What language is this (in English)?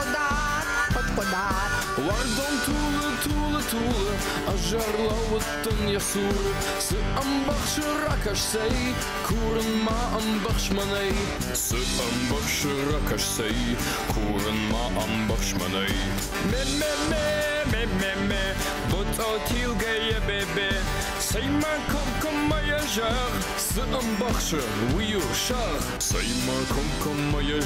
Ossetic